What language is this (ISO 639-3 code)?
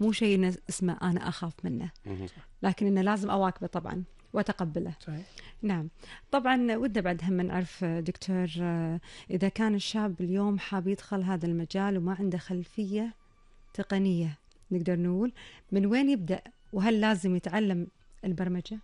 afb